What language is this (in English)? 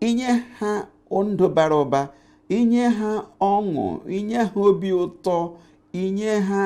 Igbo